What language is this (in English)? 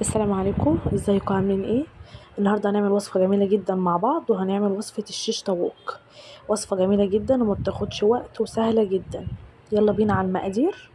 Egyptian Arabic